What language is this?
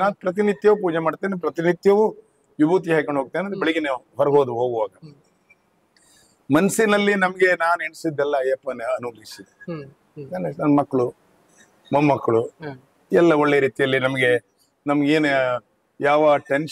Kannada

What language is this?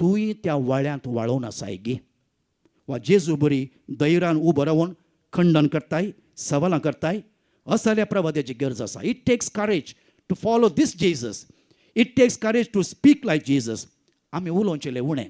Konkani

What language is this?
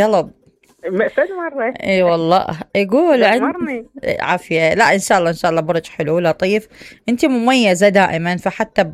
Mesopotamian Arabic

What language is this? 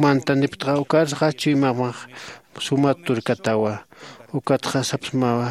Aymara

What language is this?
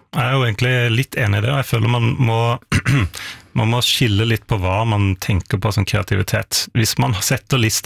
Norwegian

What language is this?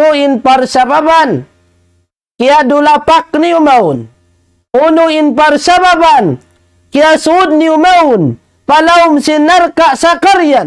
Tausug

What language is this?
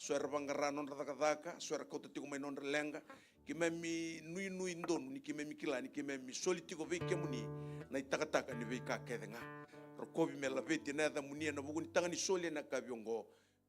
Fijian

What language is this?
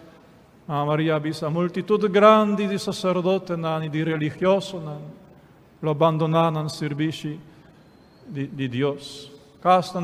Papiamento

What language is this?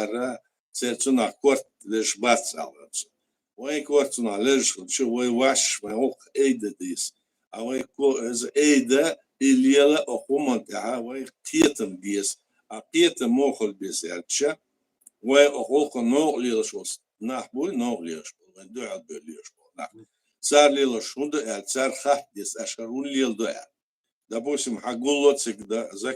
Chechen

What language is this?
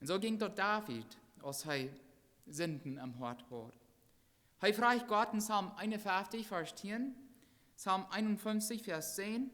Plautdietsch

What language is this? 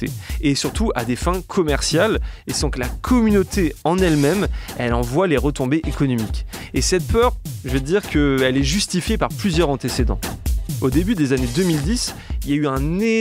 French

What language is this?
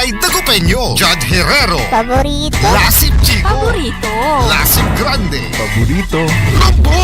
Pangasinan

